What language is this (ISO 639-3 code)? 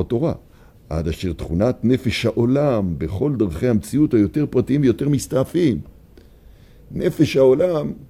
heb